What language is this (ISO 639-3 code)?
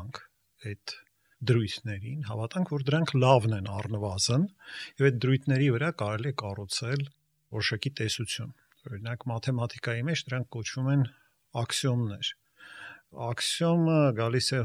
hye